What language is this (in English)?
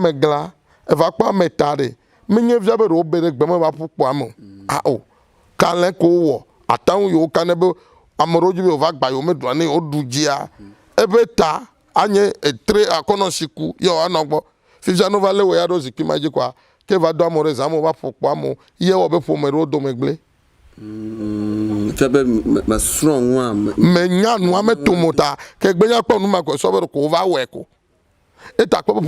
Ewe